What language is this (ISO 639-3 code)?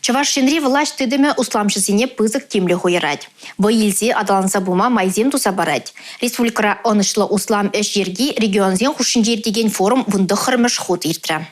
chv